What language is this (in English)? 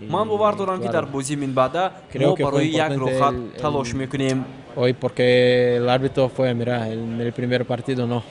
Tajik